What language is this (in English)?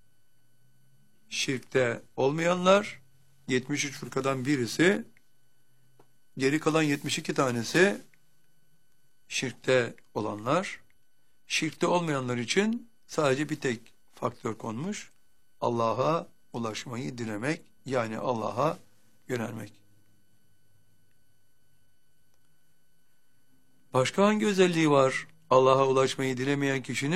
Turkish